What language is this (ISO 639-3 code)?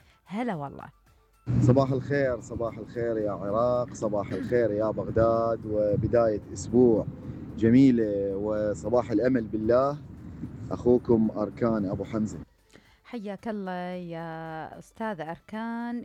acm